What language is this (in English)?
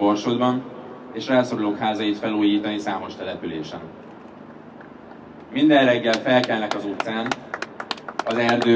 Hungarian